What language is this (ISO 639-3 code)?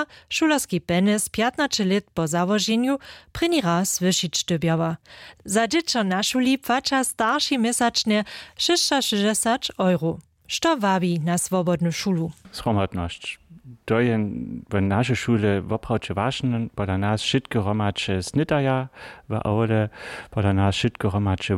hsb